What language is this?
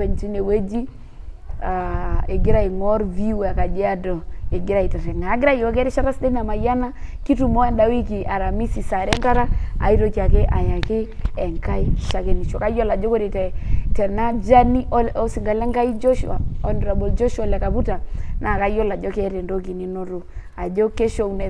Masai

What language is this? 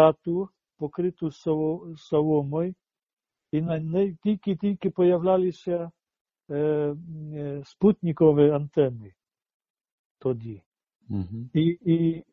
Ukrainian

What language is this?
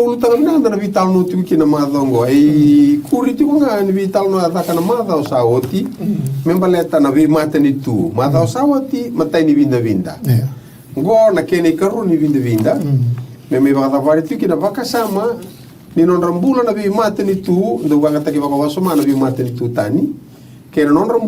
Fijian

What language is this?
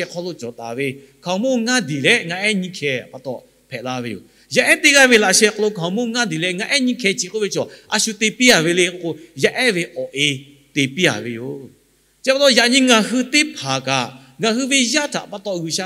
Lahu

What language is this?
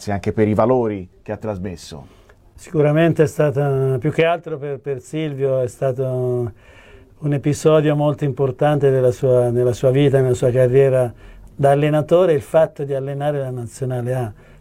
Italian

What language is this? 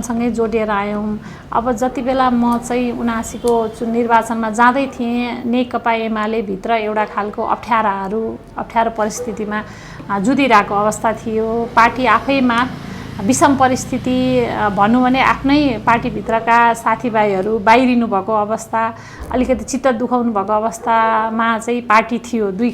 Nepali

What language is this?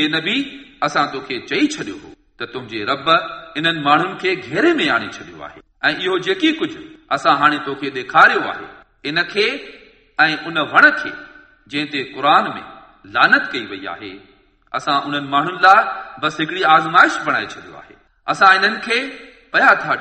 Sindhi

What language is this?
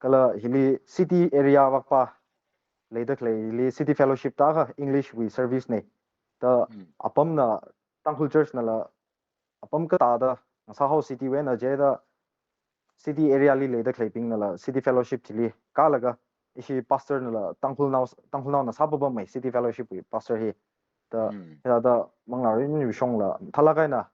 Tangkhul Naga (India)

